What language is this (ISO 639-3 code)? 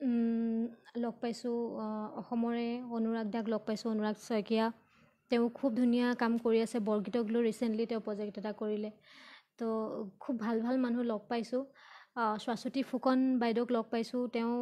asm